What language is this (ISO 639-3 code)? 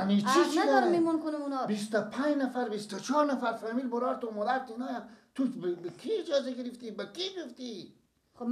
fas